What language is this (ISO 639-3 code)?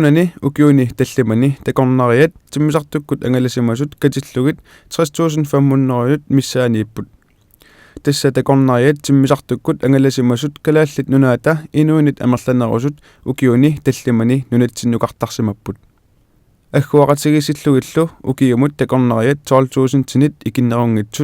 kal